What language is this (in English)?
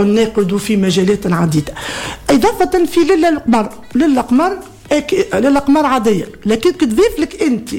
Tunisian Arabic